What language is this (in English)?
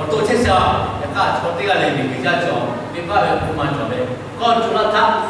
Lahu